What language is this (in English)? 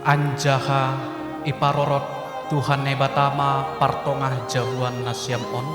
Batak Simalungun